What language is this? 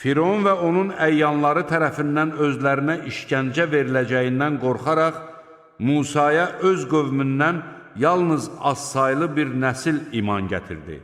Azerbaijani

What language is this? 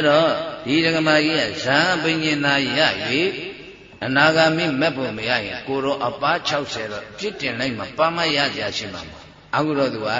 Burmese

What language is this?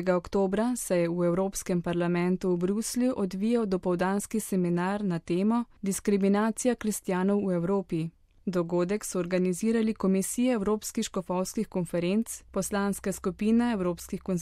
Slovenian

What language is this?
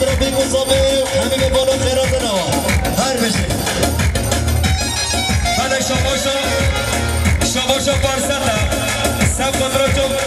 Persian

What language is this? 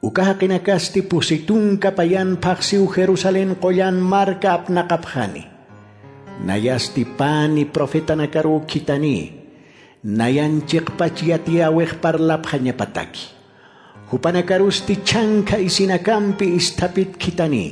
Aymara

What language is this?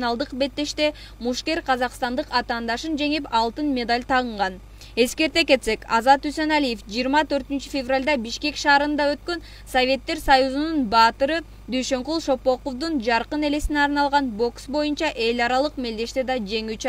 Kyrgyz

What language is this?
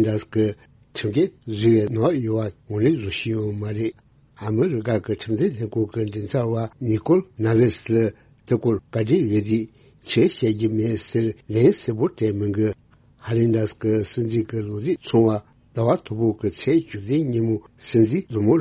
Tibetan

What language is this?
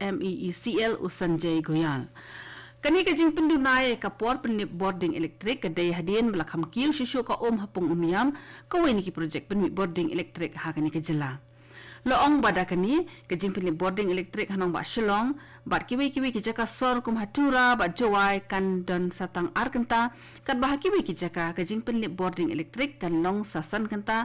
Khasi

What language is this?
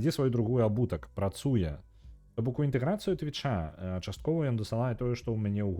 Belarusian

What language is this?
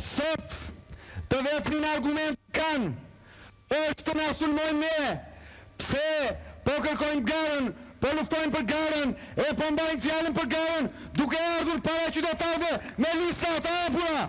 Albanian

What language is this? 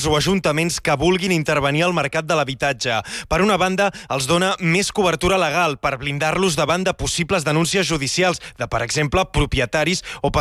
Catalan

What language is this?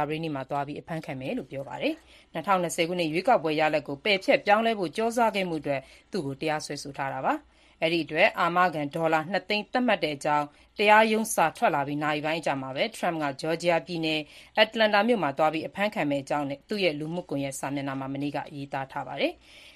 Burmese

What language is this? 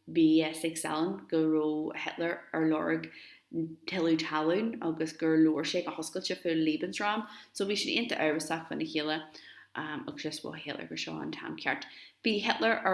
Irish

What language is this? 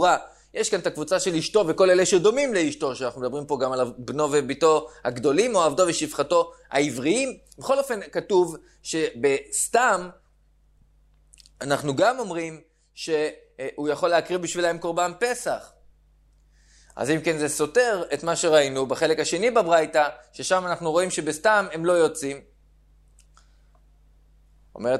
Hebrew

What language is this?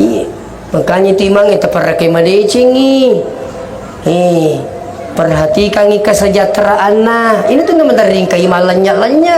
Buginese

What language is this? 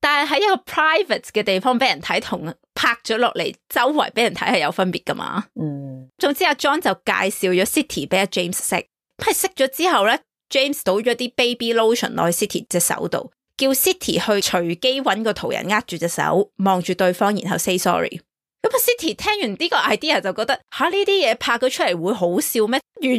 Cantonese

